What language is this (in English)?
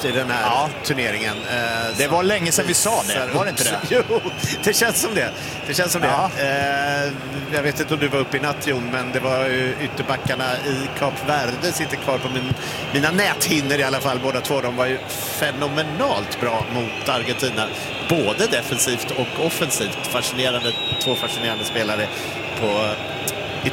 Swedish